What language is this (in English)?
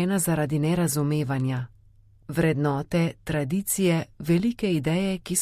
Slovenian